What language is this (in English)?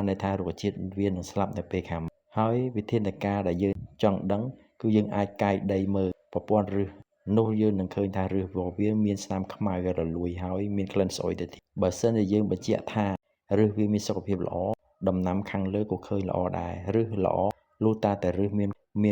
Khmer